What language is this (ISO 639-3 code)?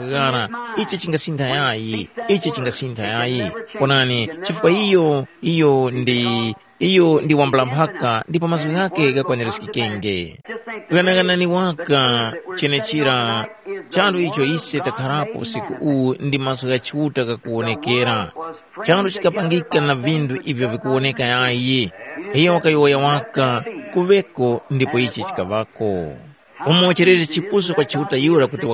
tum